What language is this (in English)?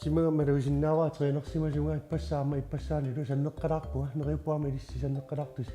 Kalaallisut